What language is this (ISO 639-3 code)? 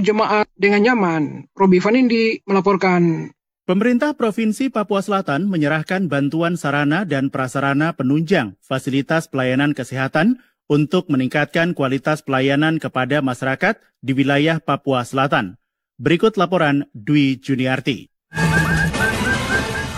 ind